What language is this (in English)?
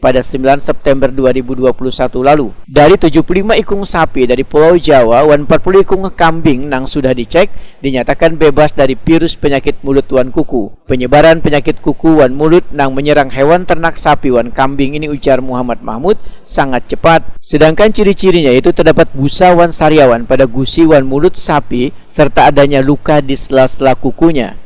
Banjar